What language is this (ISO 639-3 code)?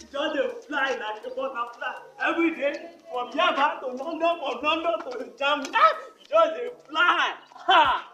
pcm